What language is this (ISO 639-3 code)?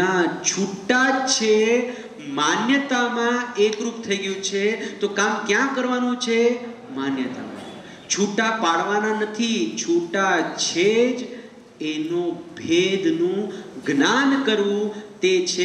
guj